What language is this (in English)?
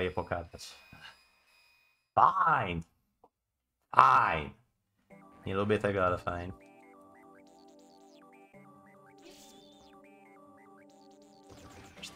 Polish